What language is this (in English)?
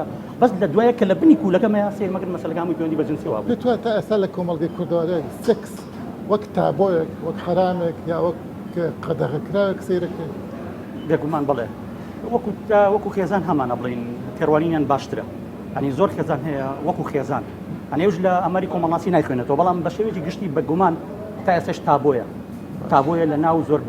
Central Kurdish